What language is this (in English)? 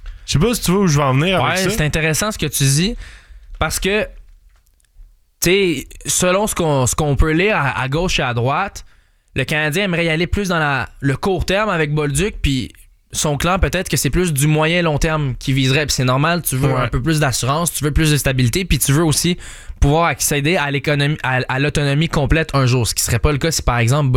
French